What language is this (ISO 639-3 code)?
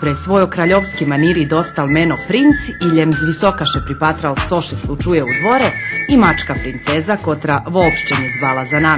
rue